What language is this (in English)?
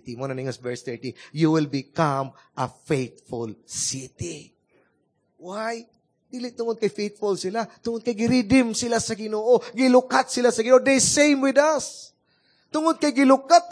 Cebuano